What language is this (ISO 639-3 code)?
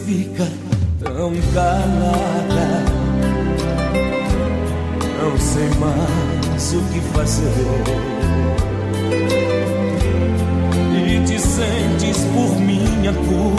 por